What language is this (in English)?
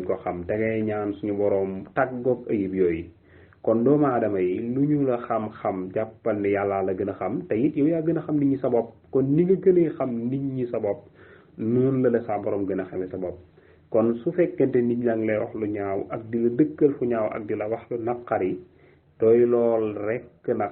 Wolof